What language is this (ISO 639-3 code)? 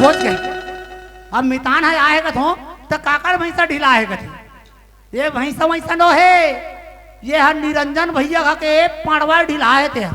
hne